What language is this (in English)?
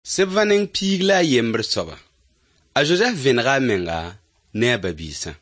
Mossi